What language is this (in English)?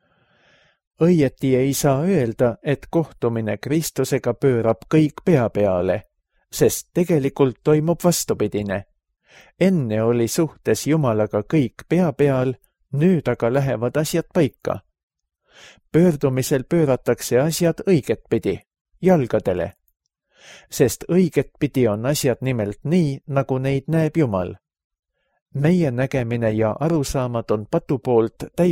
Estonian